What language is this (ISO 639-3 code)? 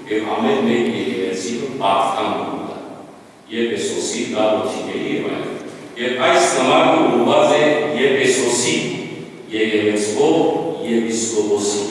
hyw